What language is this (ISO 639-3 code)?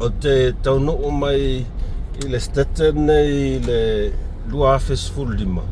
smo